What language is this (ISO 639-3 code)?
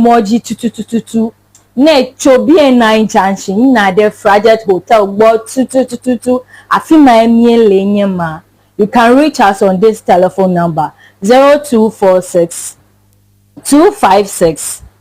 ewe